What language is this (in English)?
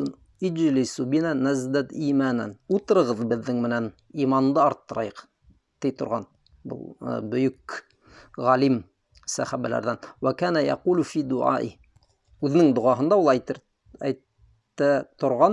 Bashkir